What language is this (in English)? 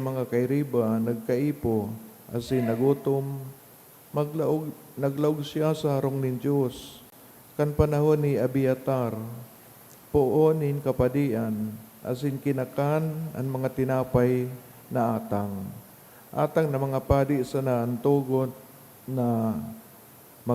Bikol